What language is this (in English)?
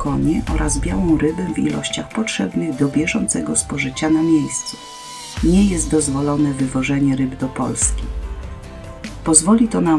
Polish